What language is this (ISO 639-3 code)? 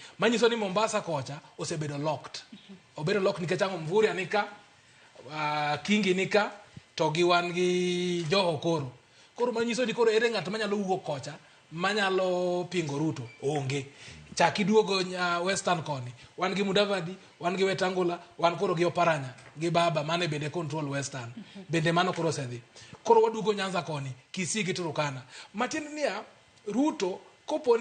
luo